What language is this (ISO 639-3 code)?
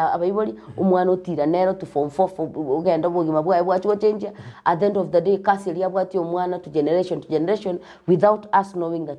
guz